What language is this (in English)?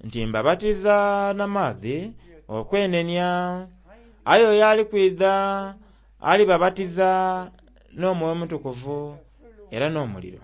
Soga